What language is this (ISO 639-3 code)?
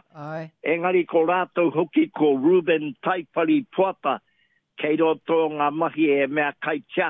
mri